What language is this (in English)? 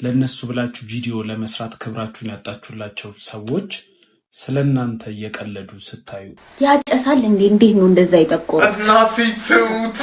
Amharic